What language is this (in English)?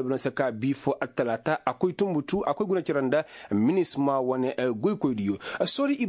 Koyraboro Senni